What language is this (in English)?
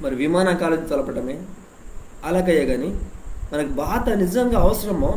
Koya